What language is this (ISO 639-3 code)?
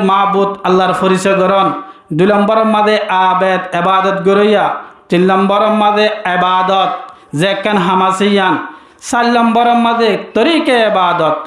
rhg